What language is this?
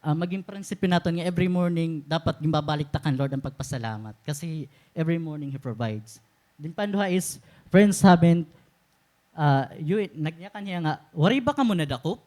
Waray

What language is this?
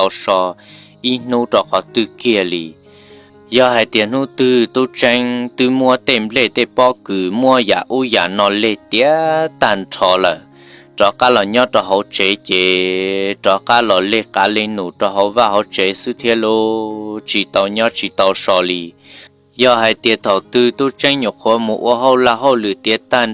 Hmong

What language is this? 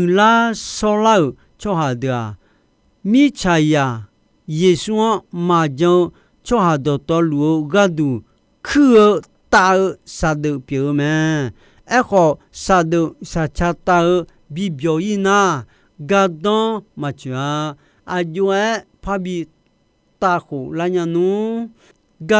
Akha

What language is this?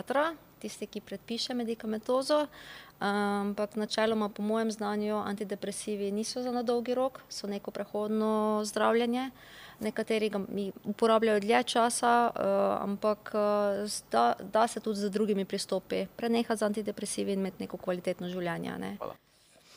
Slovenian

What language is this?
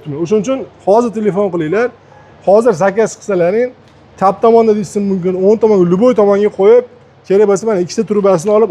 Uzbek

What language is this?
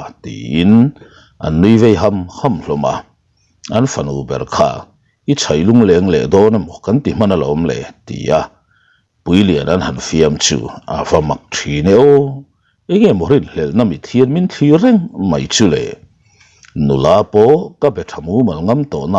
Mizo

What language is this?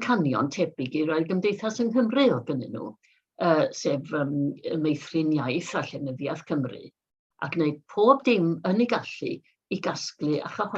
Welsh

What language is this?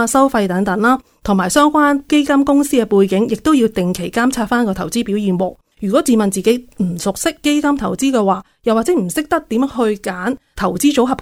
Cantonese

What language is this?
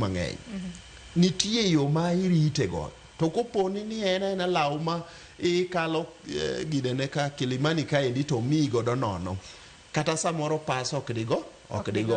Luo (Kenya and Tanzania)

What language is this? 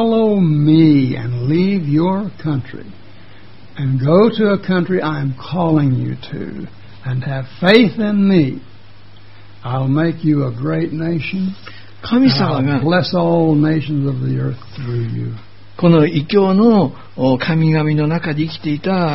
Japanese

